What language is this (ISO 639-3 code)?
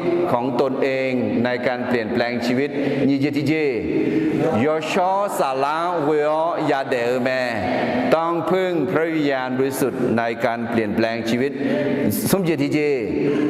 ahk